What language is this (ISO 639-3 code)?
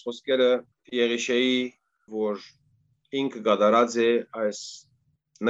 hyw